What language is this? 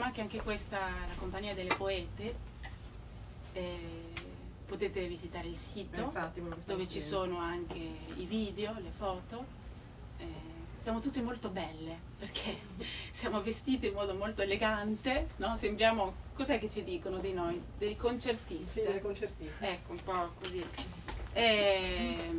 Italian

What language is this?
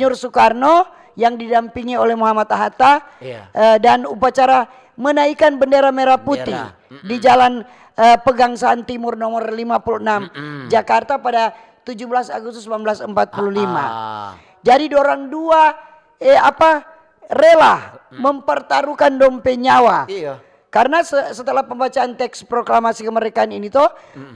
Manado Malay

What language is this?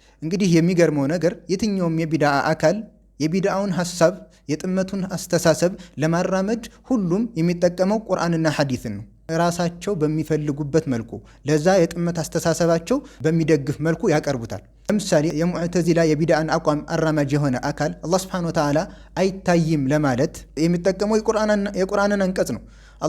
Amharic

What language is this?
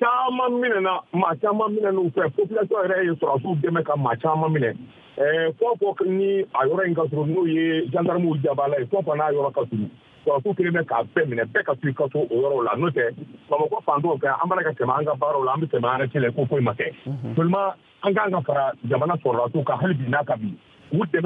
Bambara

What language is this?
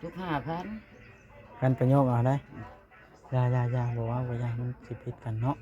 Northeastern Thai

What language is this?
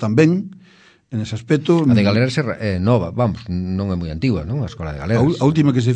Galician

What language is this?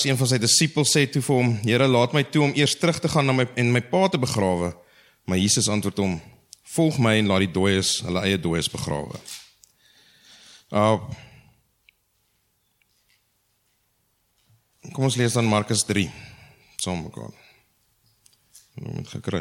Afrikaans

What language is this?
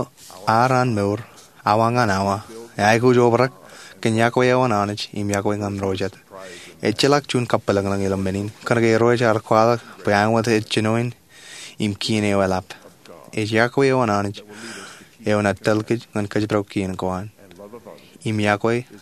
Marshallese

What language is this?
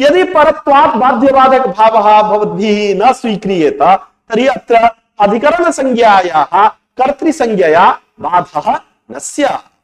Sanskrit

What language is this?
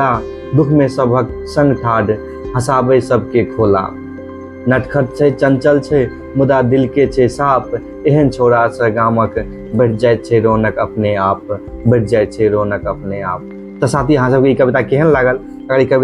Maithili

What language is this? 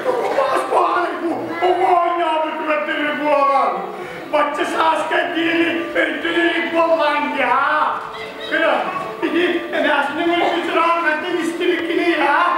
Yakut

